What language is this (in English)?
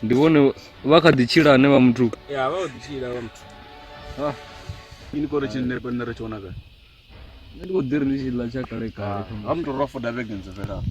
Venda